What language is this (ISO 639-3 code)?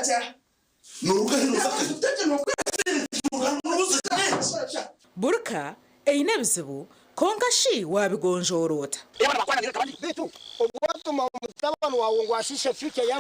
nyn